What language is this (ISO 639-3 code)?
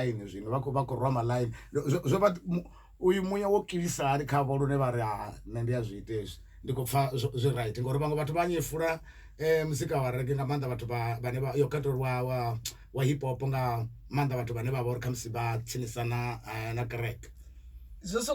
ven